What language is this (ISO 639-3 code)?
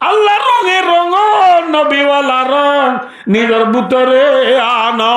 rhg